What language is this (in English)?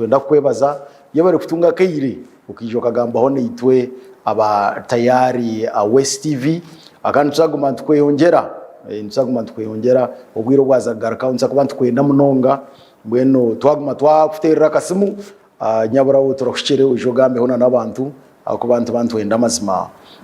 Nyankole